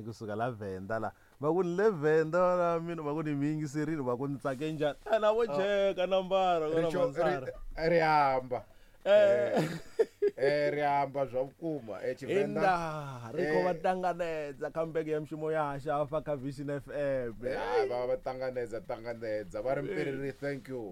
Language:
Tsonga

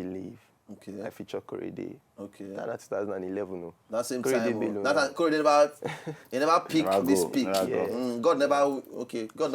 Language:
Nigerian Pidgin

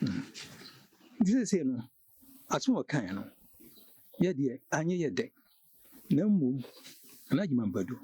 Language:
Akan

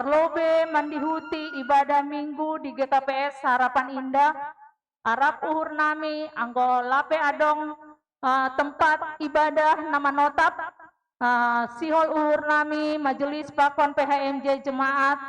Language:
Batak Simalungun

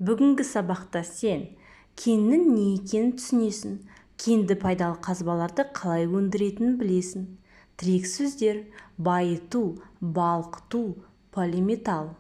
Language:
Kazakh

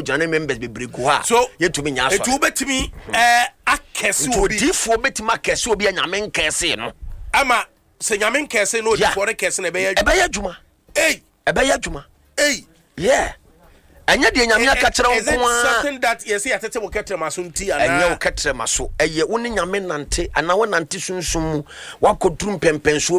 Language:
Akan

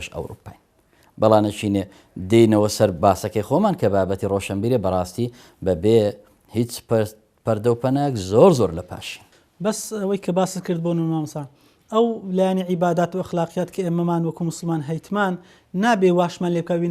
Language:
Central Kurdish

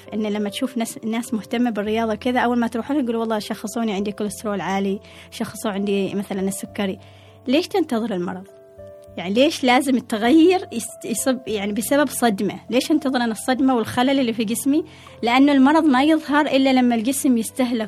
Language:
Gulf Arabic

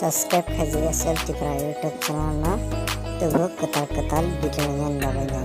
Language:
Kok Borok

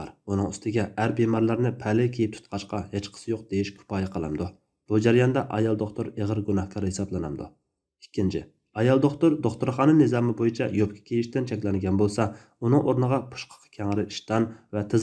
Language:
Uyghur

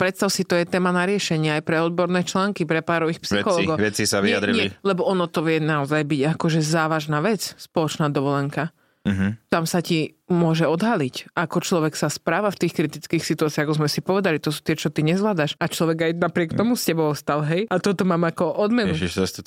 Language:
Slovak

